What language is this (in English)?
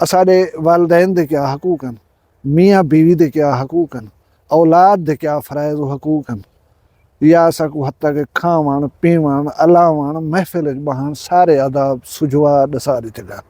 Saraiki